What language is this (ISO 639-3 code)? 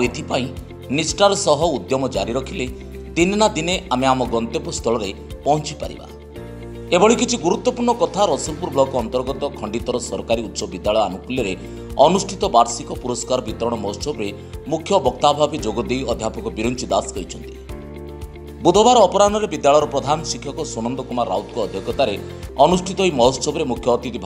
ori